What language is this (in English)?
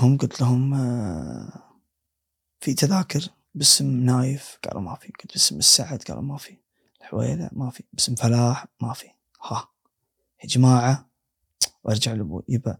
Gulf Arabic